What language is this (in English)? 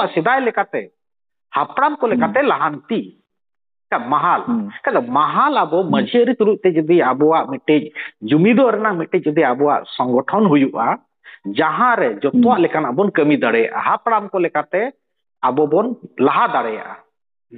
Santali